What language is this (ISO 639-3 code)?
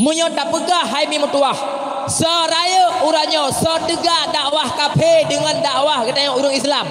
ace